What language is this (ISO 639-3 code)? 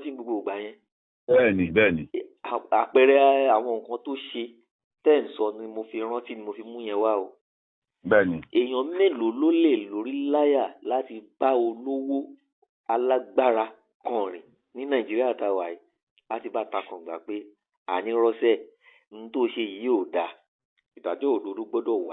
yor